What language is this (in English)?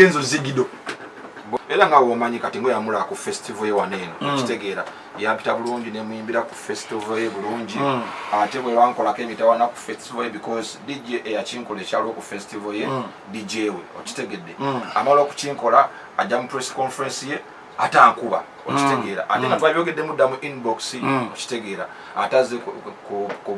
Ganda